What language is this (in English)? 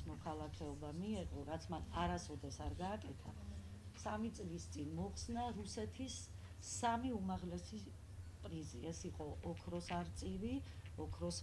Georgian